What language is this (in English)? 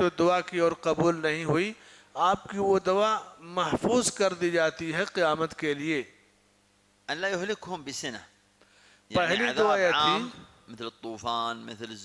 Urdu